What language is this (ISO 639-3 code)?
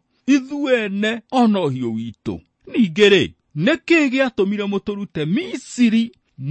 kik